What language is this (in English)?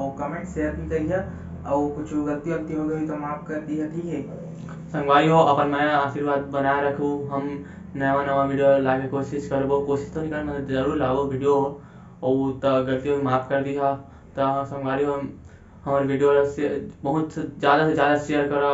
Chhattisgarhi